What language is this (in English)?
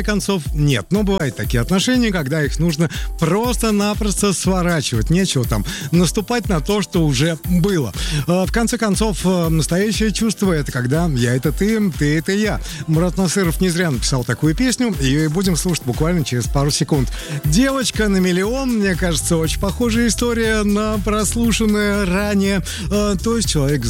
Russian